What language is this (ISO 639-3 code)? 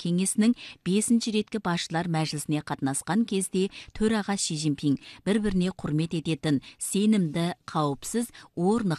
kaz